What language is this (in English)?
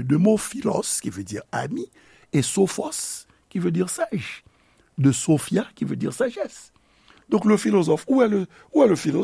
Haitian Creole